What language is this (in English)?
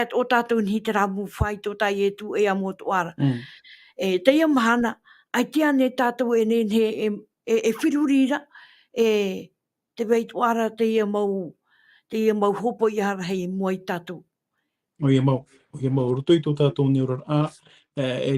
Tahitian